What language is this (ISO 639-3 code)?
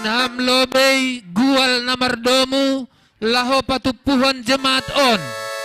bts